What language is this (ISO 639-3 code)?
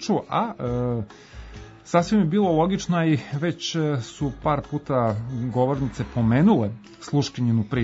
srp